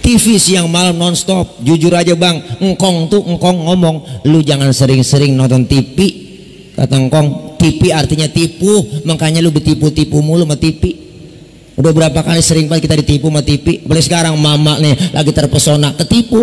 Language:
Betawi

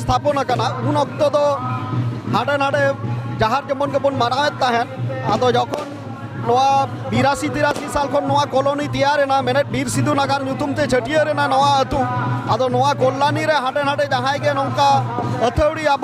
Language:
Santali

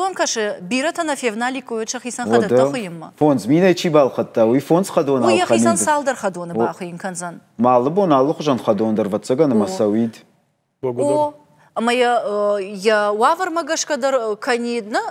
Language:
Ossetic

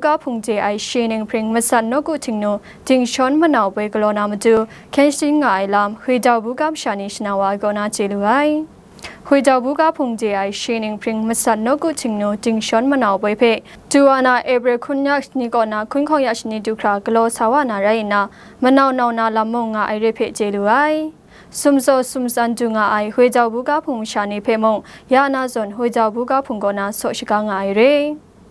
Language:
Kachin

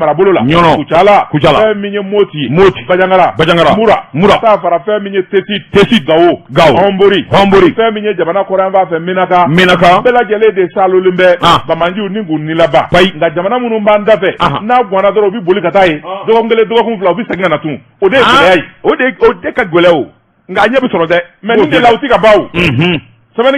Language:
Bambara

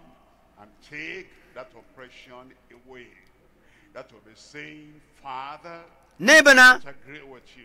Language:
Ewe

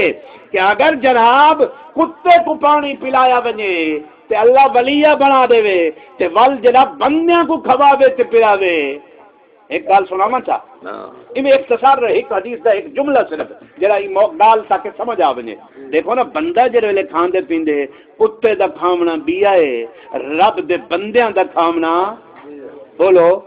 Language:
Saraiki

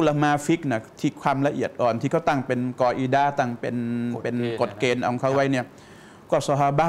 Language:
Thai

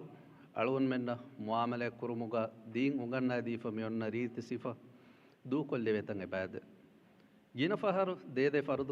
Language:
Divehi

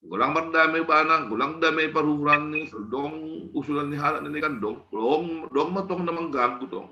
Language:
Batak Simalungun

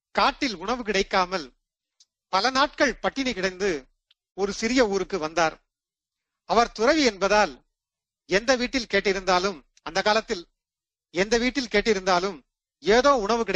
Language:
Tamil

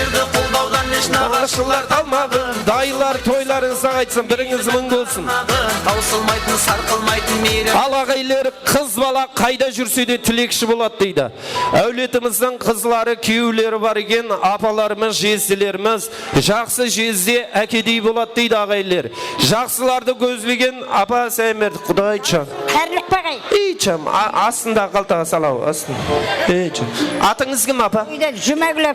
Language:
Kara-Kalpak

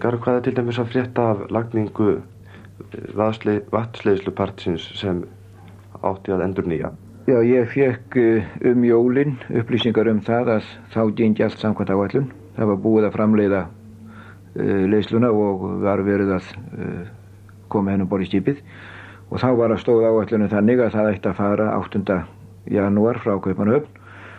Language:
Icelandic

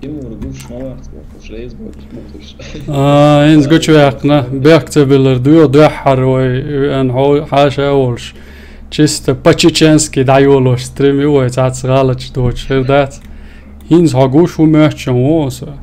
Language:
Chechen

